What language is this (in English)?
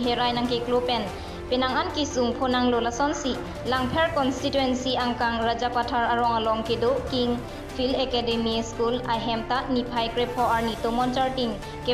Karbi